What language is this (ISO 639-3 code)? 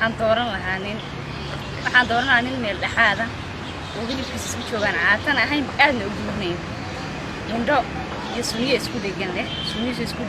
som